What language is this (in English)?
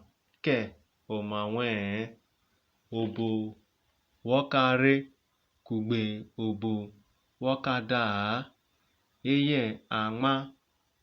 Urhobo